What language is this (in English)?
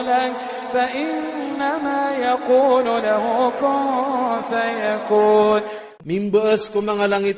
Iranun (Philippines)